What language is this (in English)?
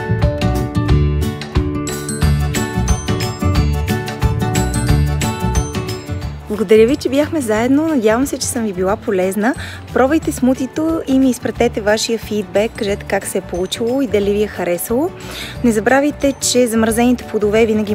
Bulgarian